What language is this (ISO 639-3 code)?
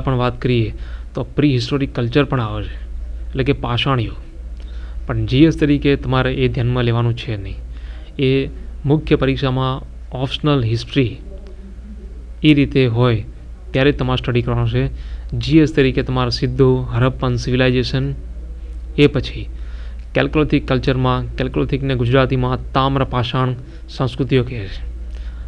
guj